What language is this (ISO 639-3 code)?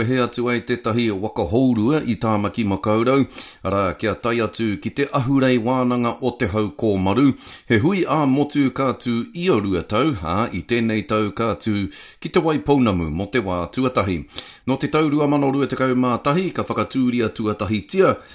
mri